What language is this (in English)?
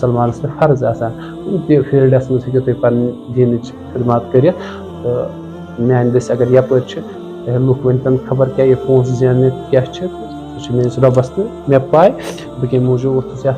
Kashmiri